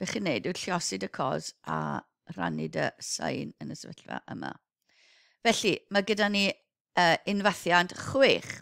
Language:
Welsh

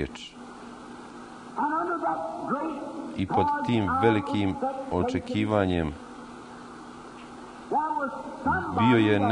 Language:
Croatian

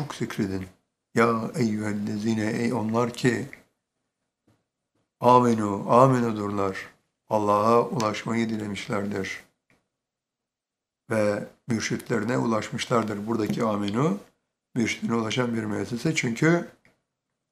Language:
Turkish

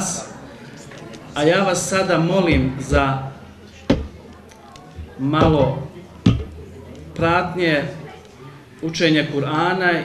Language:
Bosnian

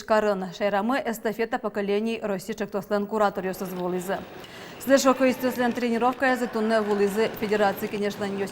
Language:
Udmurt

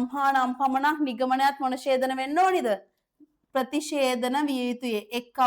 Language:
Sinhala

